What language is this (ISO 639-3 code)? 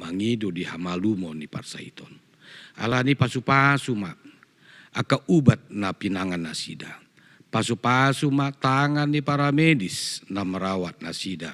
bbc